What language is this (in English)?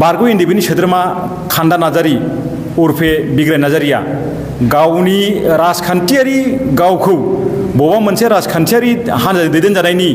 Bodo